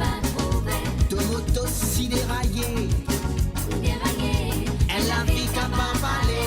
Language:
Morisyen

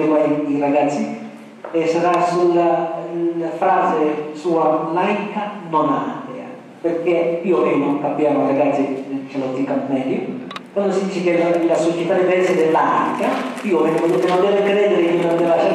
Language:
Italian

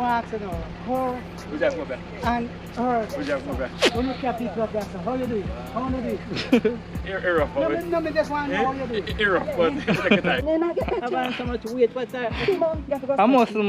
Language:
Jamaican Creole English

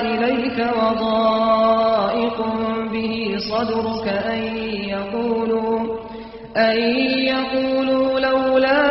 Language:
Kurdish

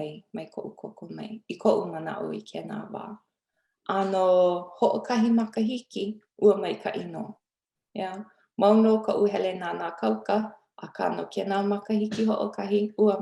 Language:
Hawaiian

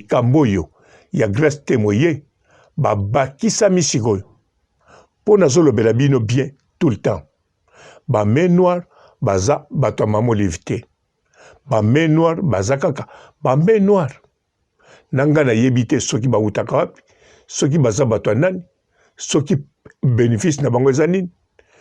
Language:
Lingala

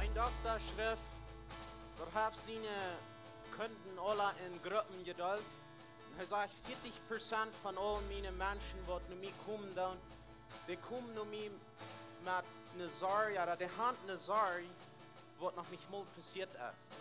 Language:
Plautdietsch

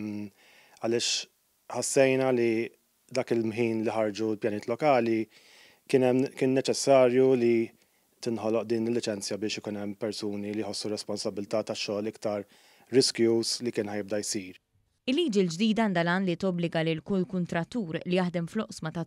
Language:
Maltese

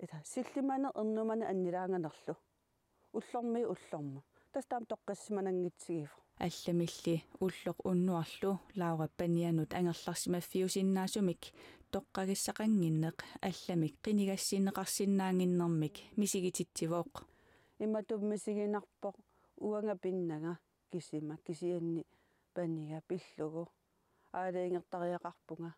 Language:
Kalaallisut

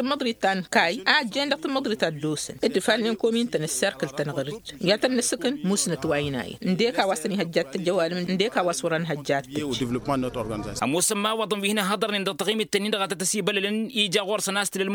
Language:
Tamasheq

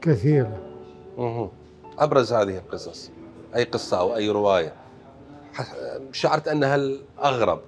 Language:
Mesopotamian Arabic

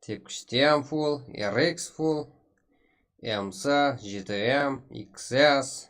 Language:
Kara-Kalpak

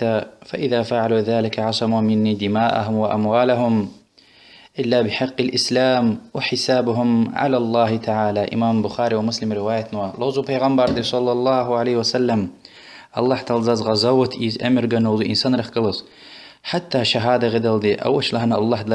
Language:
Lezghian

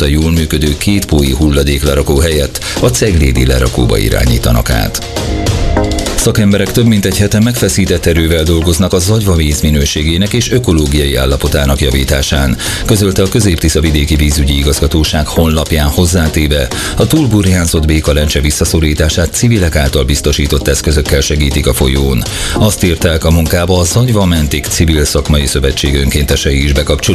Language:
Hungarian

